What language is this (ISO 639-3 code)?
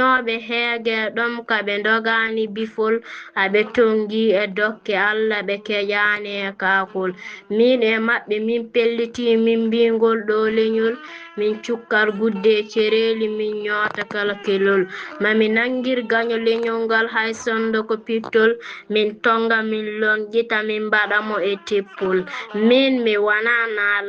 ful